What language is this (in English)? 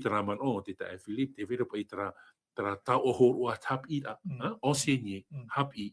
Tahitian